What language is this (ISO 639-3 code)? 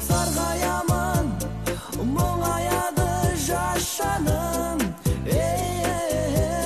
kaz